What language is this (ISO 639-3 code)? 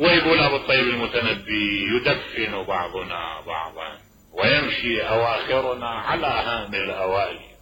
acm